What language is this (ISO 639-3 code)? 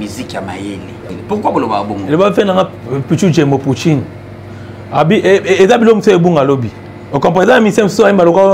lin